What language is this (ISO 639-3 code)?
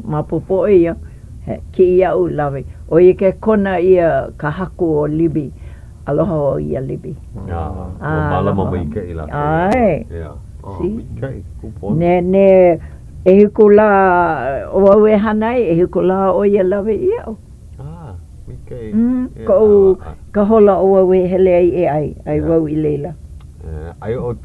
haw